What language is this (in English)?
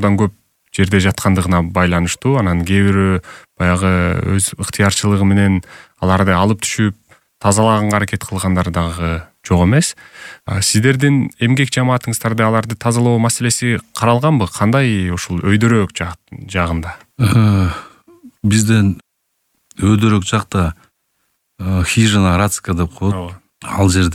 Kyrgyz